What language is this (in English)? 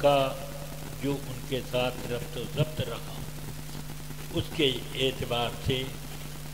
Urdu